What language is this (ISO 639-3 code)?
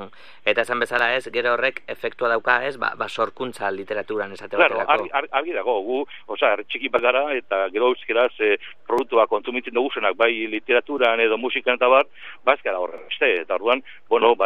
eus